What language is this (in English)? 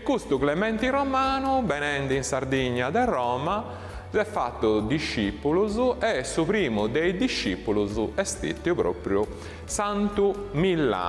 Sardinian